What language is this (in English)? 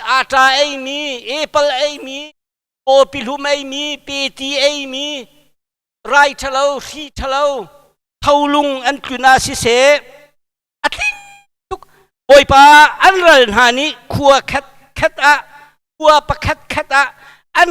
Hakha Chin